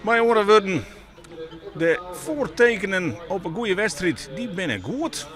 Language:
Western Frisian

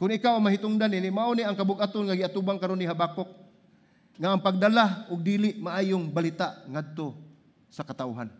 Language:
Cebuano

